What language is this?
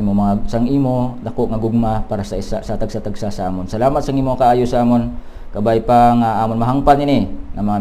Hiligaynon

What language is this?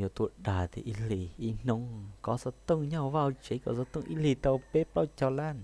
Hmong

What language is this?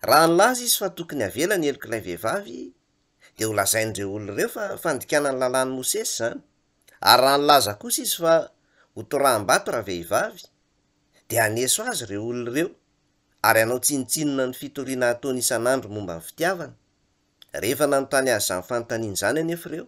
Malagasy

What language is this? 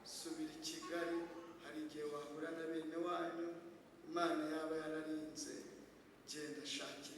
Kinyarwanda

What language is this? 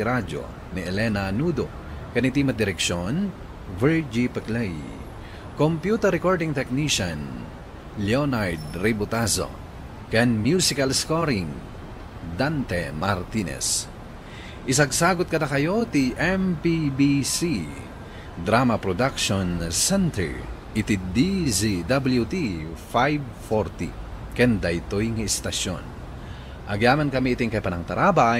Iloko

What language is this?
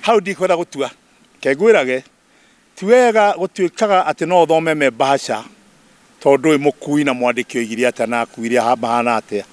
Kikuyu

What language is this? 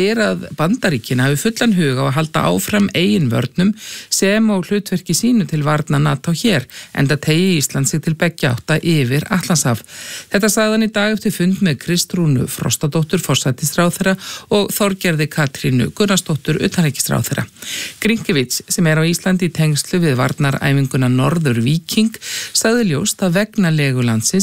Icelandic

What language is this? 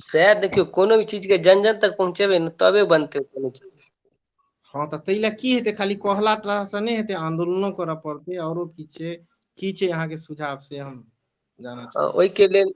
Maithili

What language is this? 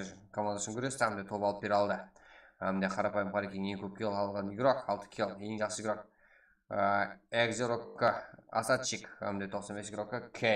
Kara-Kalpak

